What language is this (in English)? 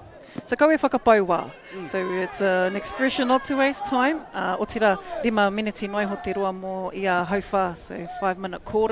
Māori